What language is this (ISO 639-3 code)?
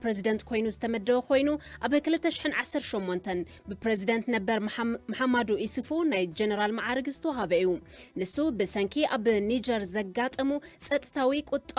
tir